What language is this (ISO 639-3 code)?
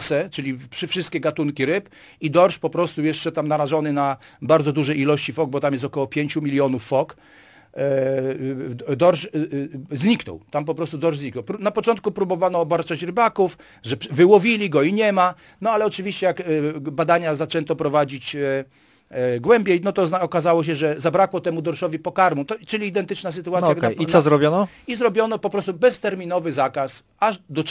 pol